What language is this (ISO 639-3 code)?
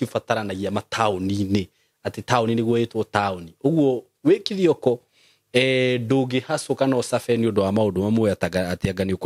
kik